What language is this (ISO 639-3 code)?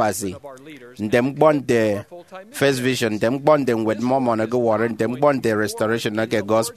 efi